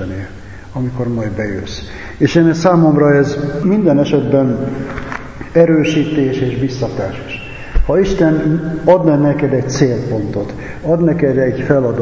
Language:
Hungarian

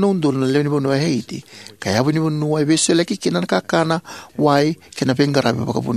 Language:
Fijian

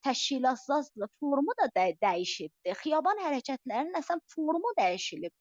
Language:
South Azerbaijani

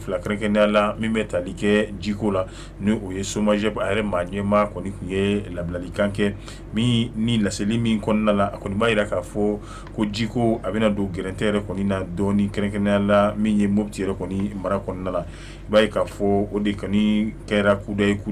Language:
Bambara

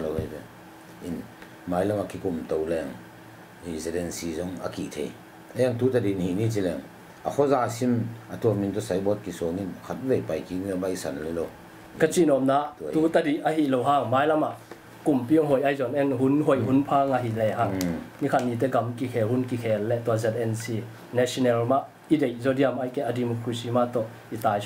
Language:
Tedim Chin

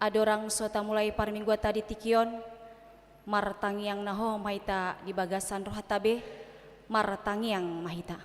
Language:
Batak Toba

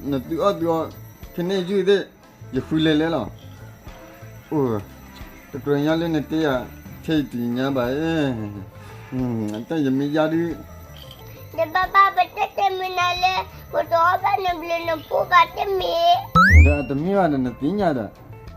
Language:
S'gaw Karen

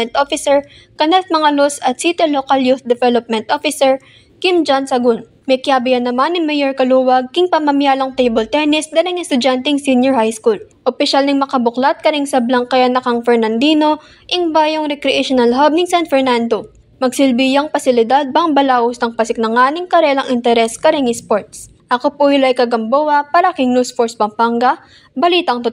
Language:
Pampanga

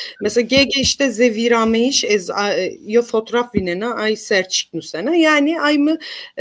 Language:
Zaza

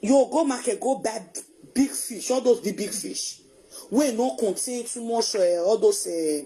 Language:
Nigerian Pidgin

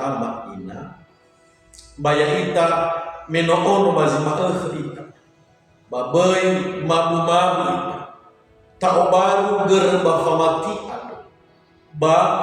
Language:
Nias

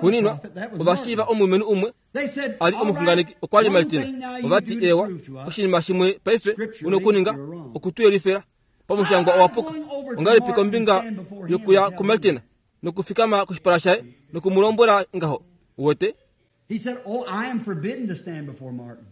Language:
Kuanyama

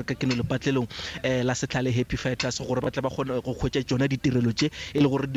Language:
Northern Sotho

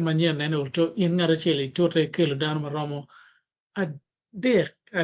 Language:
Acoli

